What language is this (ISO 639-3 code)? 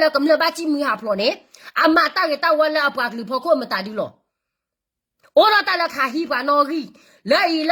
ksw